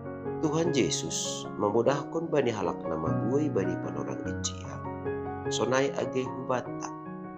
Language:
Batak Simalungun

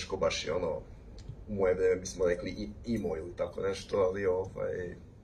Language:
Serbian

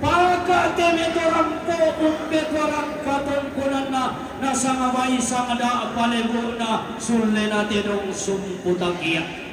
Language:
Toraja-Sa'dan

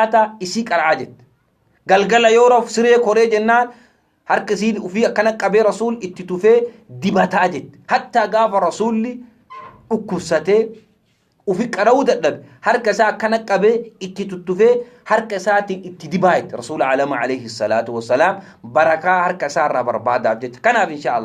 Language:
Oromo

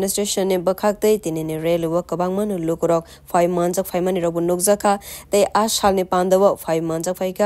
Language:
Kok Borok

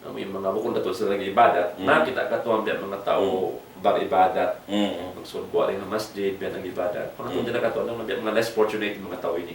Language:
Tausug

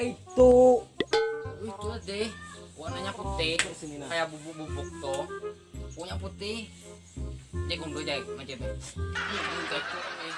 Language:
Banjar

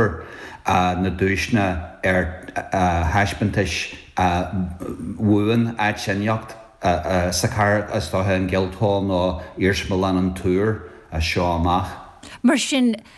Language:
Irish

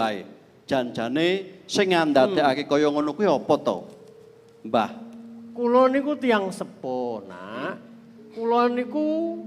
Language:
Javanese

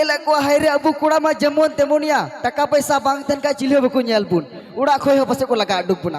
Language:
Santali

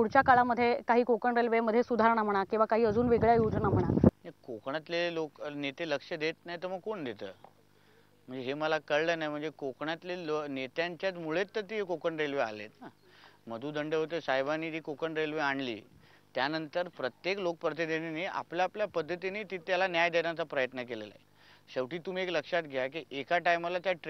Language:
Marathi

